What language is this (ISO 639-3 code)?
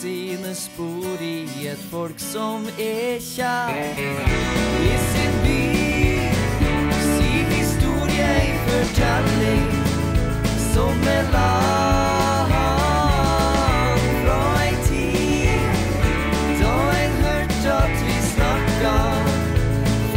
nor